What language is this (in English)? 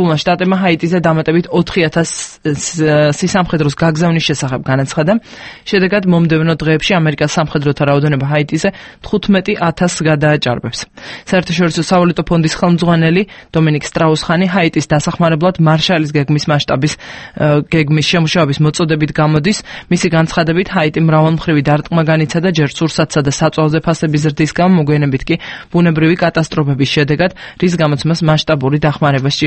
Georgian